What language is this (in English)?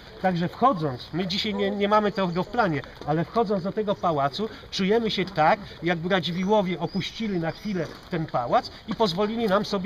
Polish